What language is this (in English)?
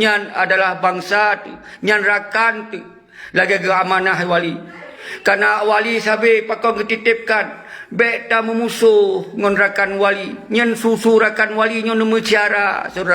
Achinese